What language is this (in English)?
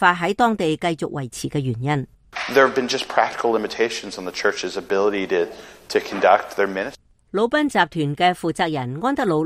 Cantonese